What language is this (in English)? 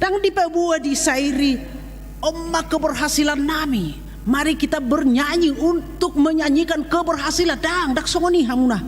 Batak Toba